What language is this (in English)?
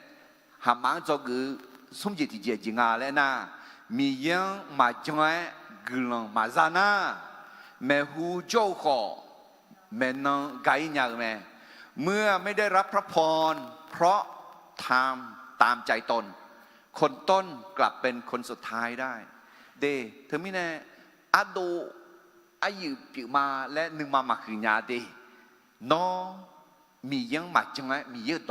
Akha